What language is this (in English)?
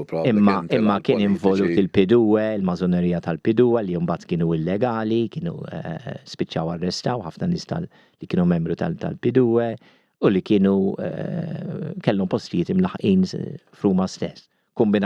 Maltese